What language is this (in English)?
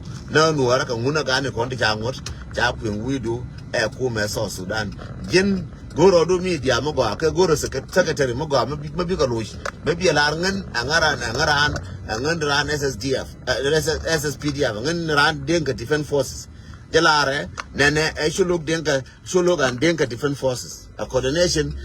Nuer